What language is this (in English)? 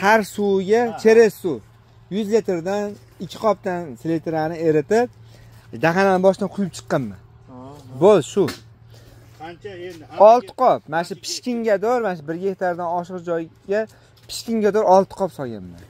Uzbek